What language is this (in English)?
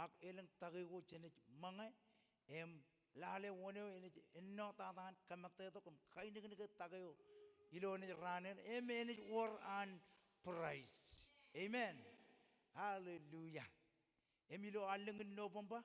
Marshallese